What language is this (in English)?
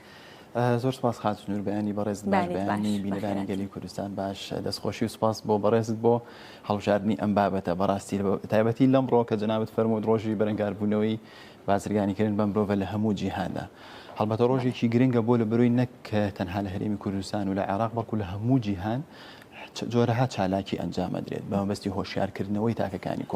Central Kurdish